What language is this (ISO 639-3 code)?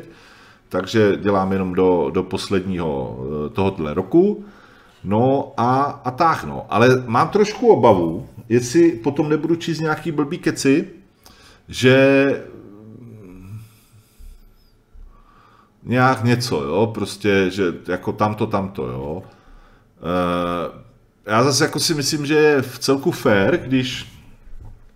ces